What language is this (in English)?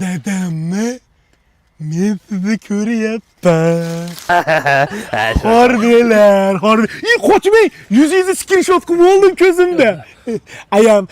Uzbek